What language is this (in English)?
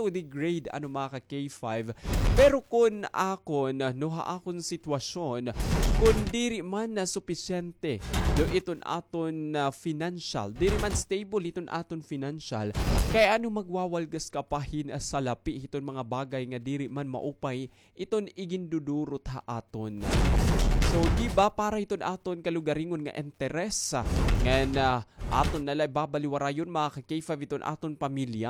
Waray